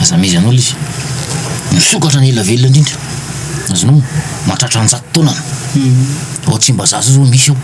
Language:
Malagasy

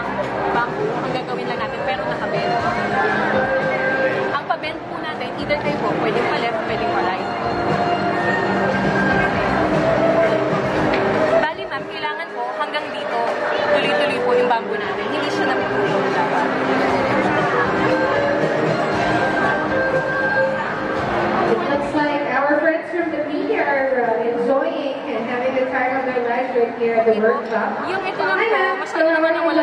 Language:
Filipino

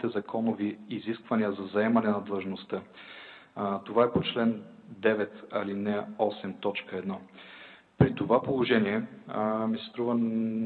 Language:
Bulgarian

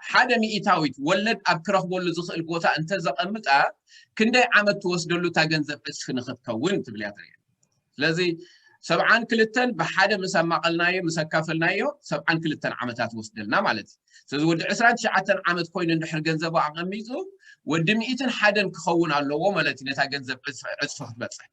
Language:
Tigrinya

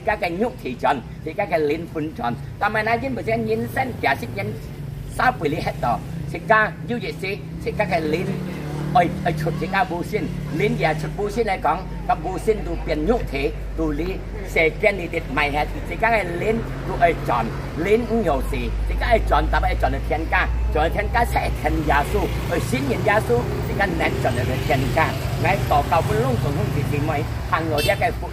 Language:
Hakka Chinese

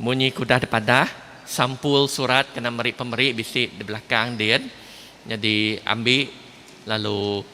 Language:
Iban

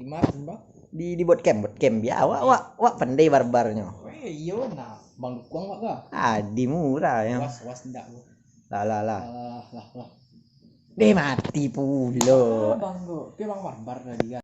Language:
Minangkabau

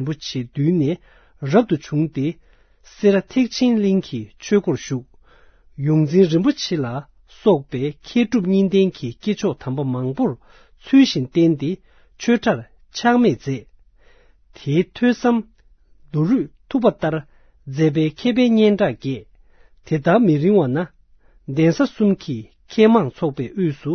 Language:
Tibetan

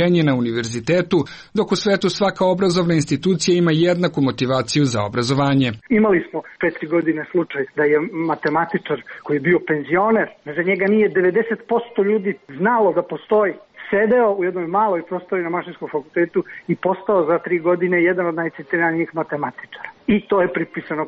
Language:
Serbian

